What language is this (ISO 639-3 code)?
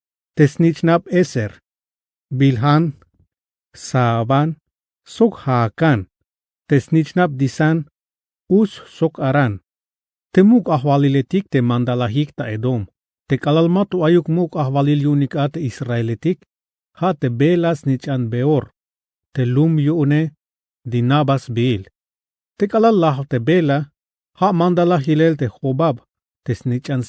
tzh